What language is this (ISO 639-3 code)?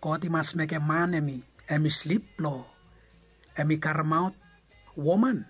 bis